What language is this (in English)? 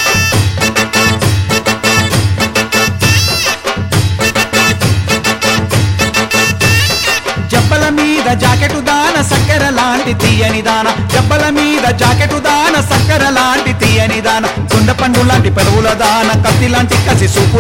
Telugu